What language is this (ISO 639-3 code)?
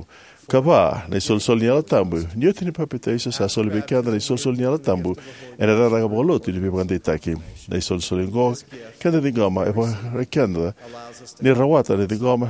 fij